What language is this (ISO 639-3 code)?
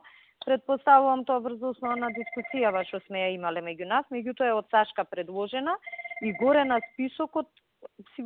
mkd